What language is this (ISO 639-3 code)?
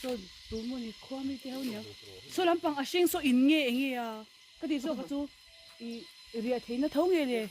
lus